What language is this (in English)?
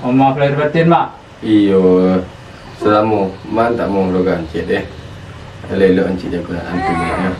Minangkabau